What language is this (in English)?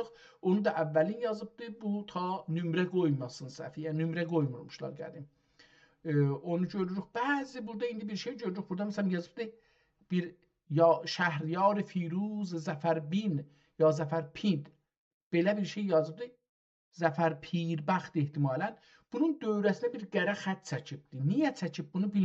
South Azerbaijani